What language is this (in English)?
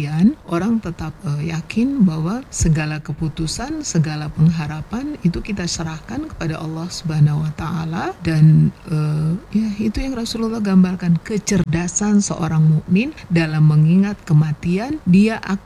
Indonesian